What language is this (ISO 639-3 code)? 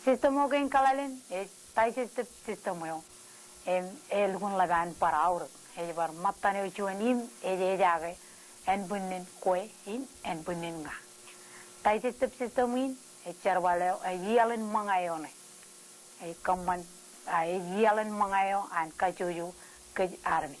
mah